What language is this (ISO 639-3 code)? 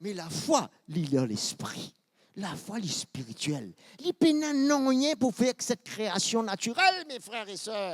mfe